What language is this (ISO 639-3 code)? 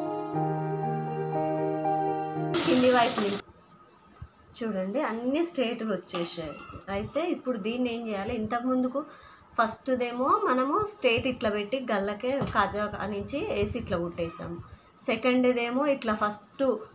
tel